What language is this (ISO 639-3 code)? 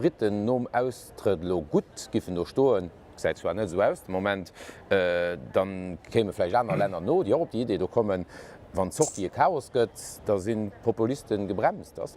ltz